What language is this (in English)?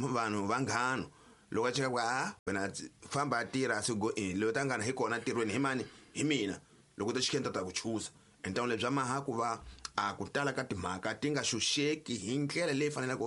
Tsonga